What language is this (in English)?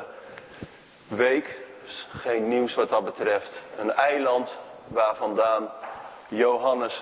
Dutch